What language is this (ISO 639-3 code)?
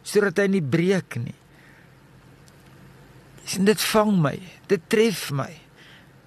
afr